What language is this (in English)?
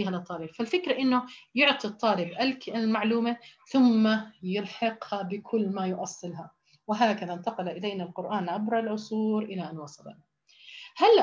Arabic